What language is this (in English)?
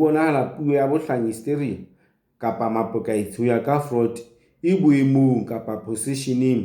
Southern Sotho